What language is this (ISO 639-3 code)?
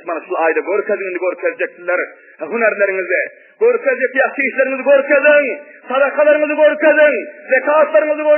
tuk